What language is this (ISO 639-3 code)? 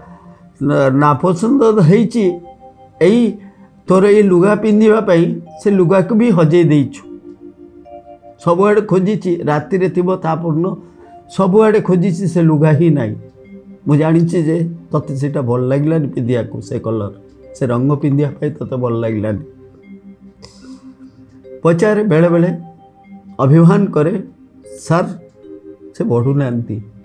ori